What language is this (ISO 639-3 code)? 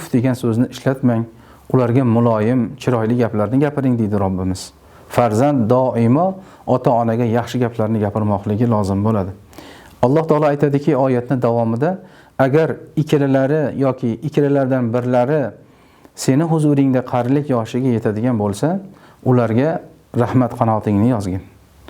uzb